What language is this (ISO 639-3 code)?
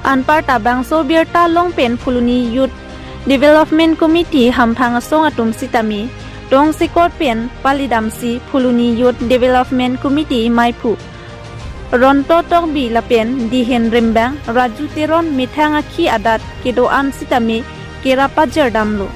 mjw